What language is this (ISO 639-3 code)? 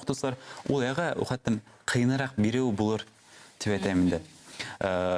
bak